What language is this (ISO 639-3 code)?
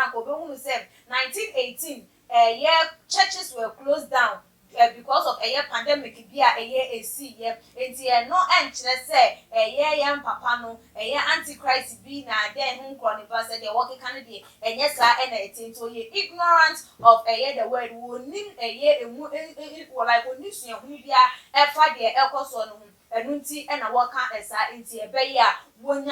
aka